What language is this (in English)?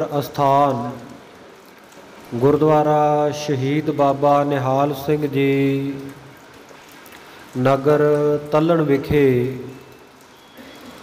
Punjabi